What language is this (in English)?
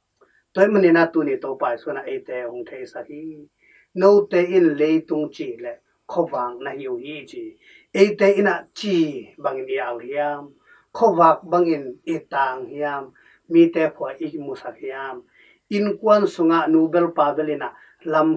Tedim Chin